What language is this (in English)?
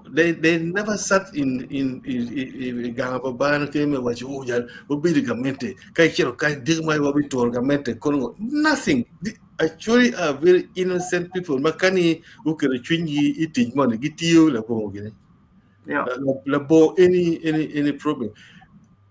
Acoli